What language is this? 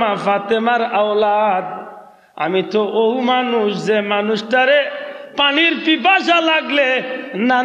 Sylheti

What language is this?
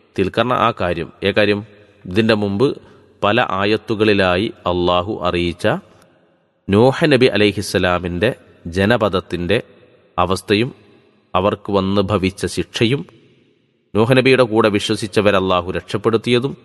Malayalam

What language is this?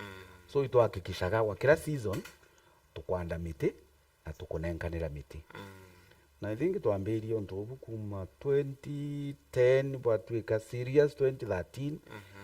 Meru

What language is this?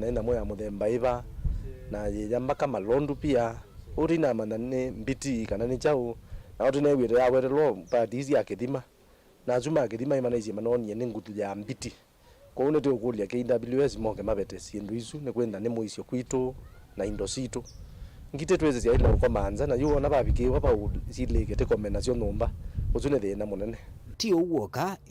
Kamba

